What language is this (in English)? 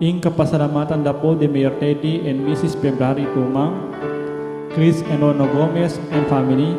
Pampanga